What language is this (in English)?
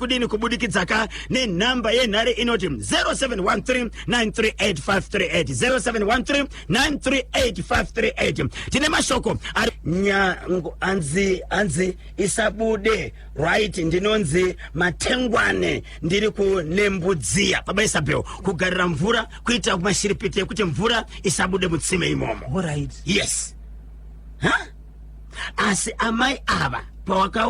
Shona